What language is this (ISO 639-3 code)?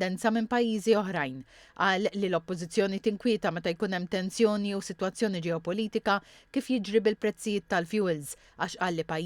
mlt